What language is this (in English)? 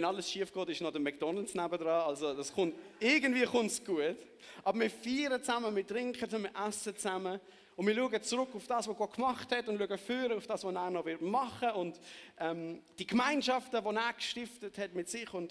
Swiss German